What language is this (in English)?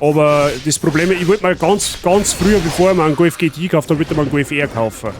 Bavarian